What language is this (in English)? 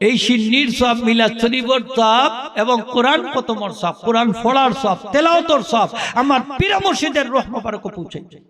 Sylheti